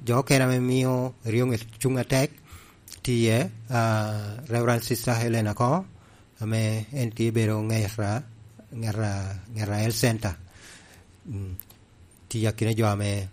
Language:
Lango (Uganda)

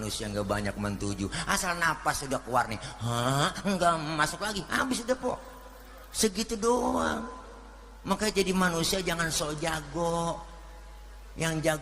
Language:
Betawi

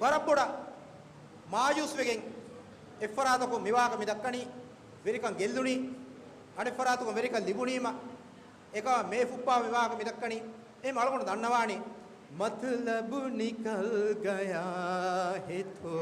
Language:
Divehi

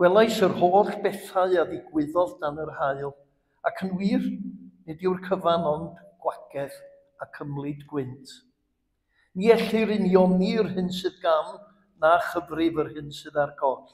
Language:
Welsh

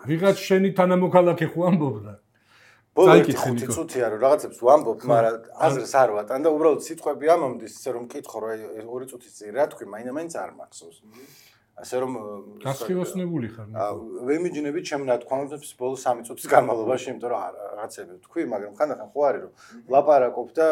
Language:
Georgian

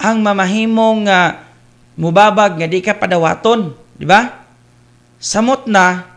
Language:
Cebuano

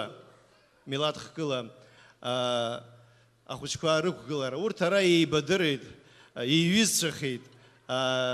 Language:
Abkhazian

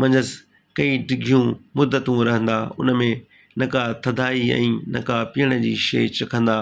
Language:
Sindhi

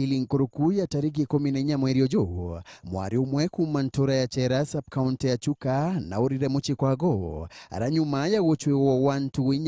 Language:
Meru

